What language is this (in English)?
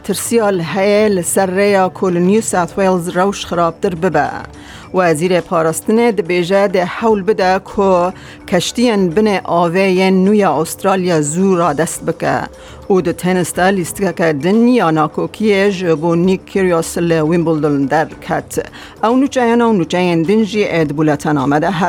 Kurdish